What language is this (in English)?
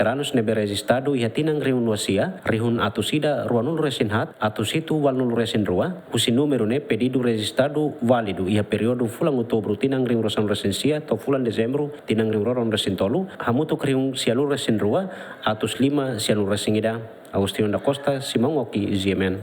Tetum